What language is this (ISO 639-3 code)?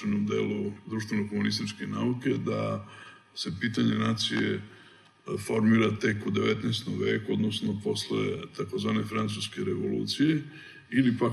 srp